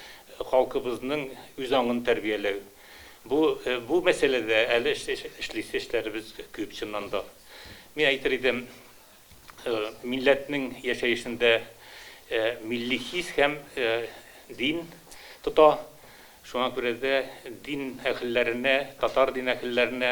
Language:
Tatar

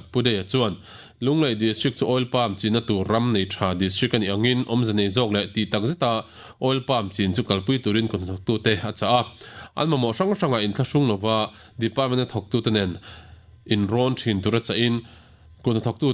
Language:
Mizo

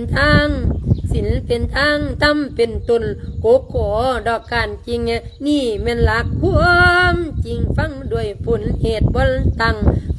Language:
Lao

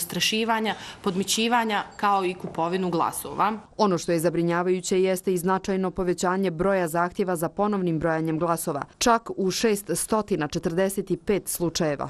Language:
Bosnian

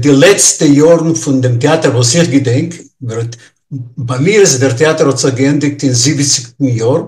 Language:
Yiddish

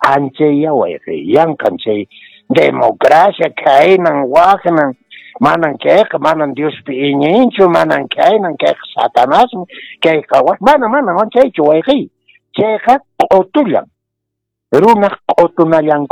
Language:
Quechua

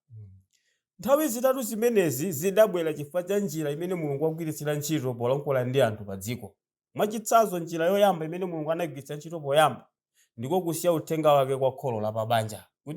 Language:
Nyanja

